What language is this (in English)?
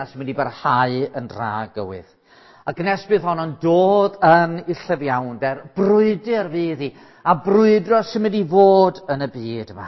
Welsh